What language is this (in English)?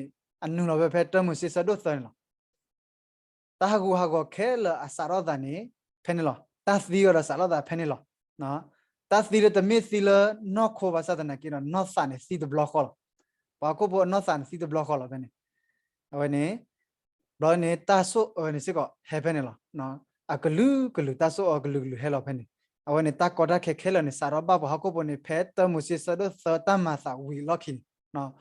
S'gaw Karen